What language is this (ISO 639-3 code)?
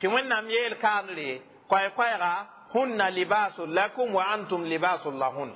mos